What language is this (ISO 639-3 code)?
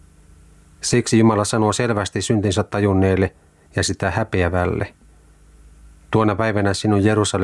fin